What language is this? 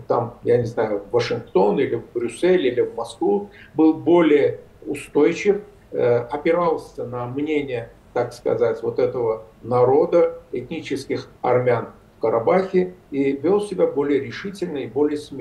Russian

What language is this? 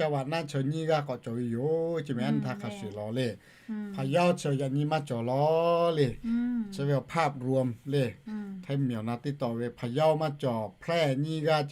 Lahu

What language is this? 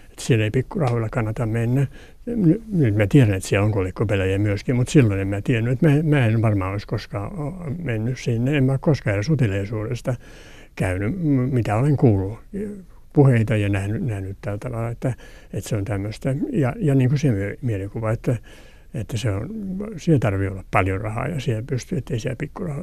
Finnish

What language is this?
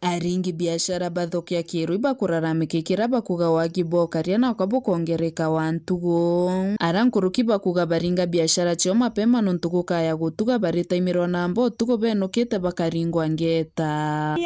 Meru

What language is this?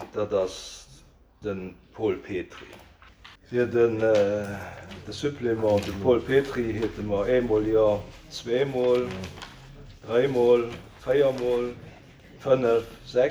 Luxembourgish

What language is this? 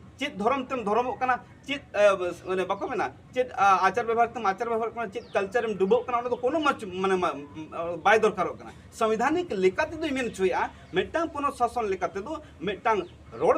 Santali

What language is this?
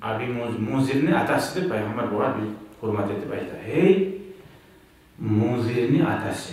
Kumyk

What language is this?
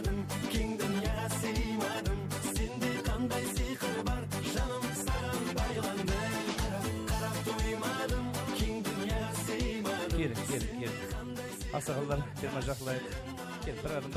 Kara-Kalpak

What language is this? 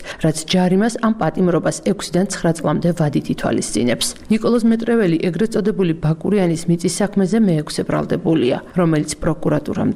Georgian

